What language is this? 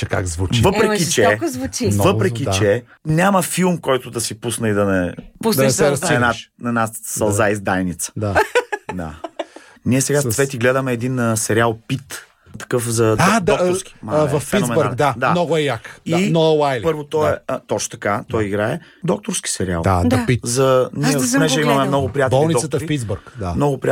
Bulgarian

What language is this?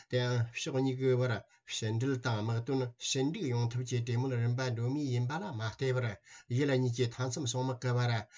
Tibetan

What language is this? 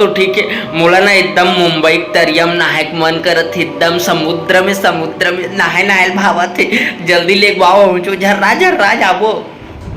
Chhattisgarhi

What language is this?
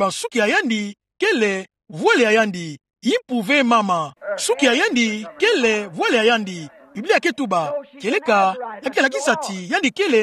Kituba (Democratic Republic of Congo)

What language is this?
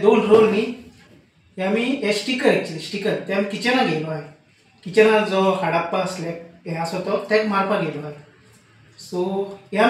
Konkani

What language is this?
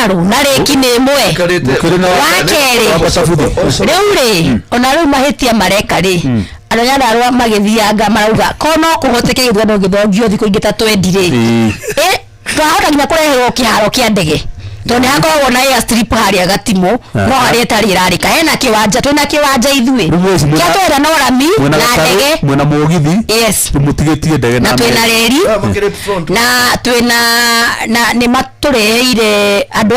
Kikuyu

